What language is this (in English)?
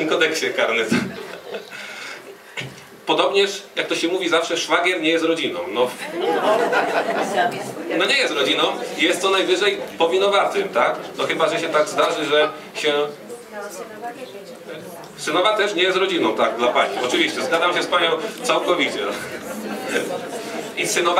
Polish